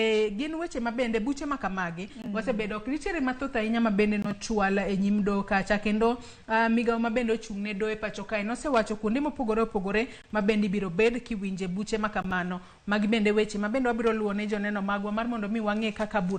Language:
Luo (Kenya and Tanzania)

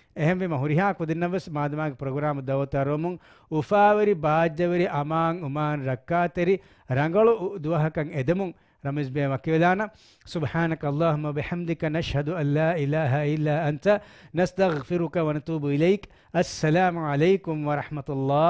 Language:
Divehi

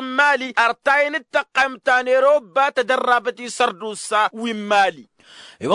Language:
Tamasheq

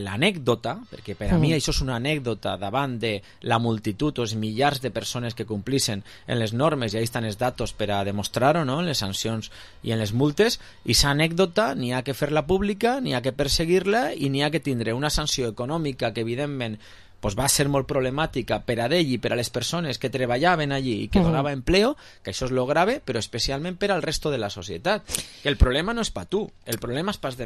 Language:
Catalan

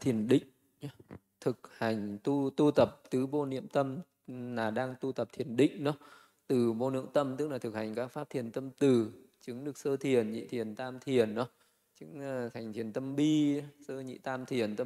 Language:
Vietnamese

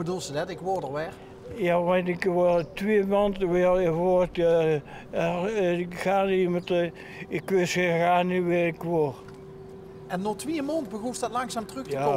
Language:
Limburgish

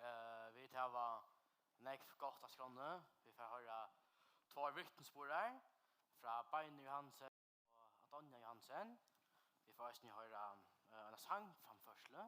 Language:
Faroese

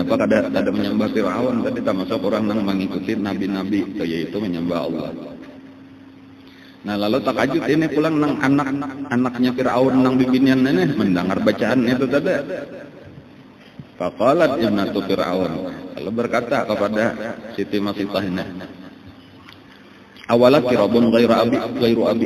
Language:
Banjar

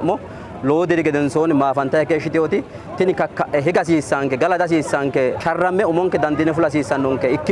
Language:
Sidamo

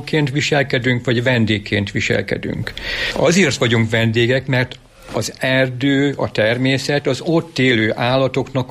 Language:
Hungarian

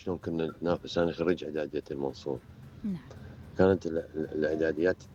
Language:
Mesopotamian Arabic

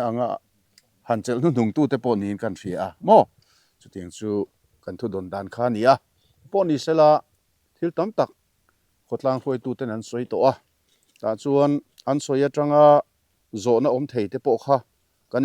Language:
Mizo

